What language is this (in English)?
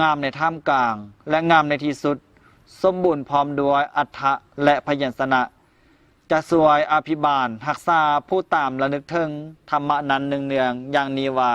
Lao